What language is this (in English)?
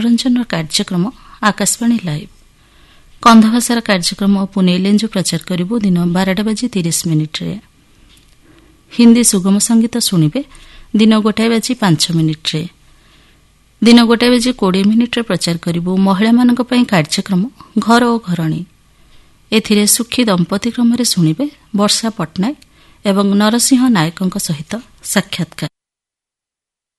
Odia